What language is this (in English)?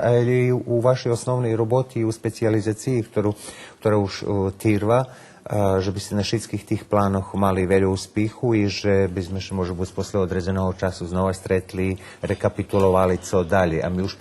Rusyn